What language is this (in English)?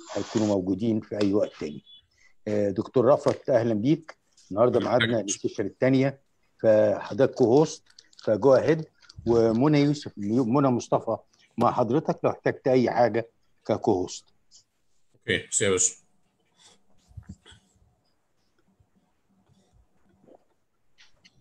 Egyptian Arabic